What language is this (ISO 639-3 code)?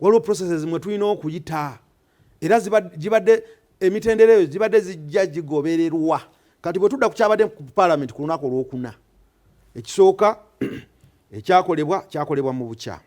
lug